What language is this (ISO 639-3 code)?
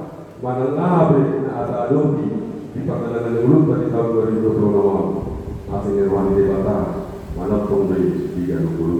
bbc